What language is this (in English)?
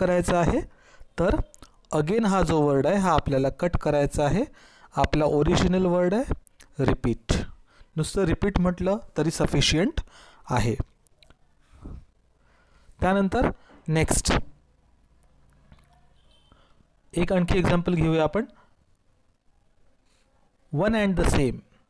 Marathi